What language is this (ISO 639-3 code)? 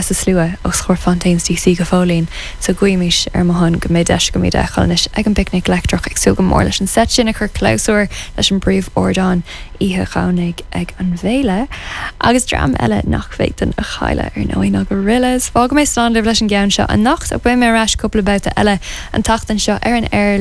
gle